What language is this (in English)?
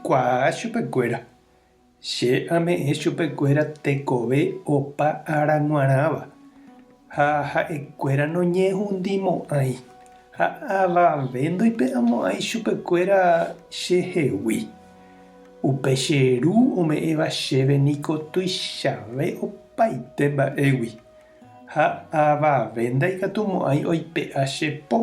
Guarani